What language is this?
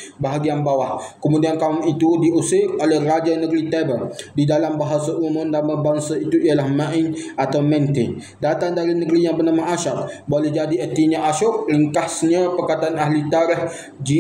Malay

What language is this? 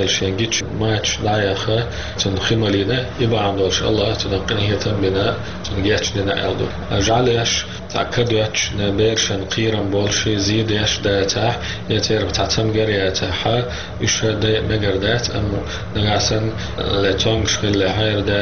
Chechen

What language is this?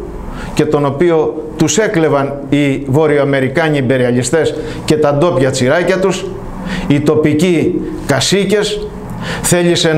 Greek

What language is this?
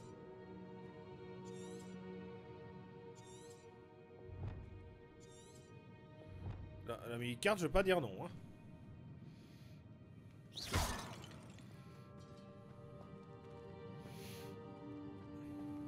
French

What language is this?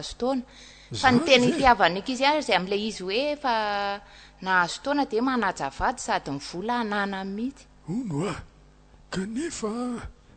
Malagasy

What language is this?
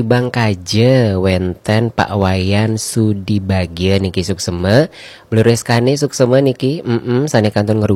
Balinese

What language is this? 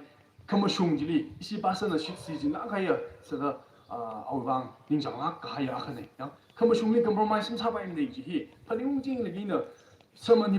Tangkhul Naga (India)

